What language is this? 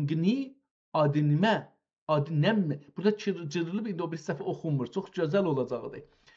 South Azerbaijani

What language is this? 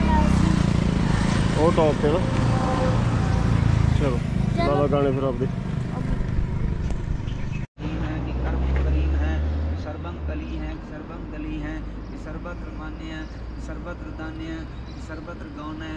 Punjabi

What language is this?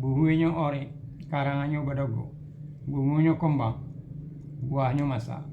Minangkabau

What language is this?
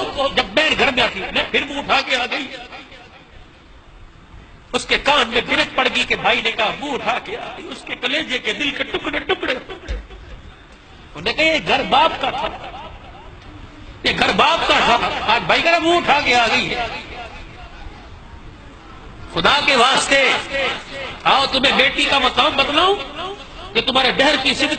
Urdu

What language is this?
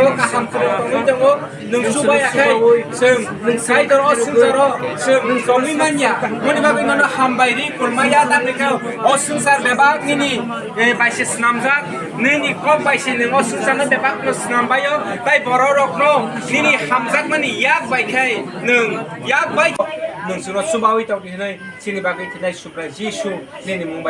Kok Borok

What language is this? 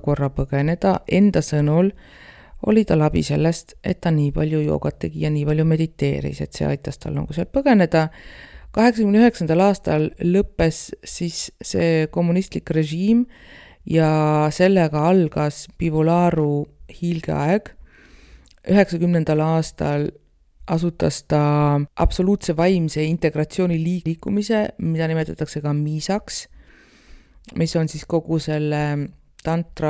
Estonian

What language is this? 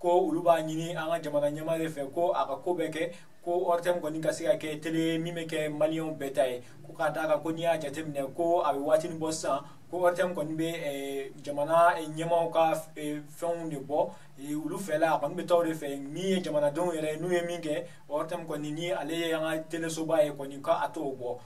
Bambara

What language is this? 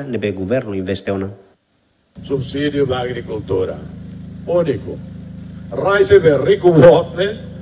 Tetum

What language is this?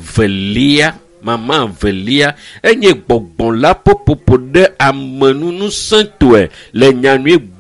Ewe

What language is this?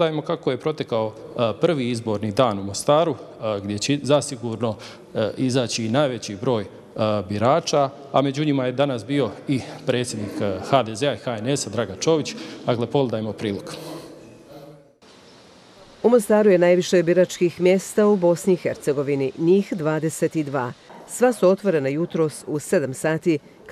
Croatian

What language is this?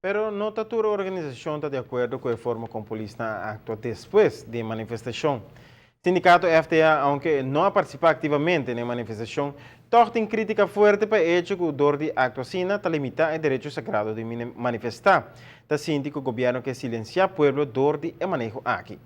Papiamento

